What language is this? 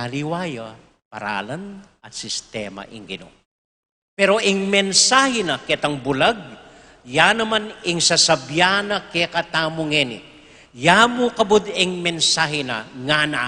Pampanga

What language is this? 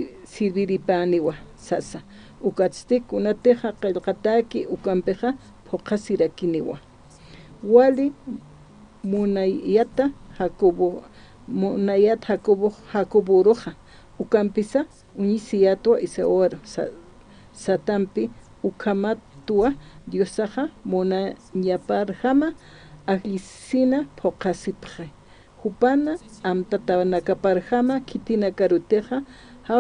Aymara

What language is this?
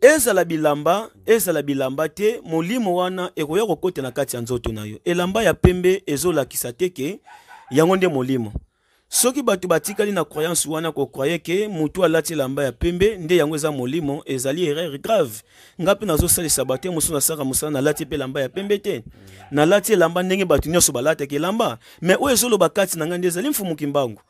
Lingala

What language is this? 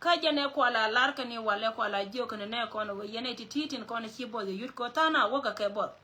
Nuer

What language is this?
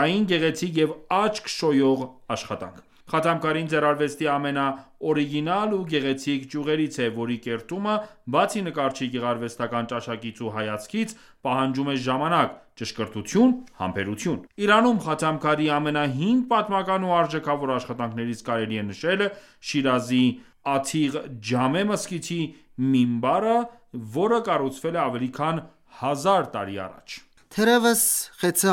Armenian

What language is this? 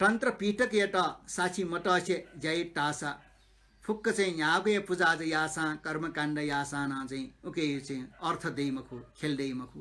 Newari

